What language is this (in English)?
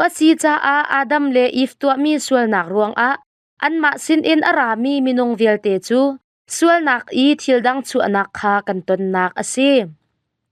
Hakha Chin